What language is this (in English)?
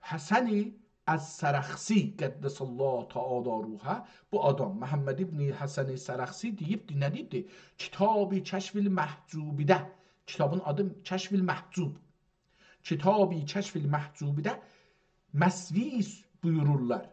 South Azerbaijani